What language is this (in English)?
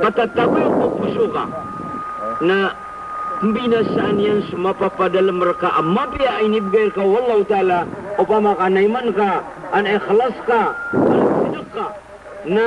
Maranao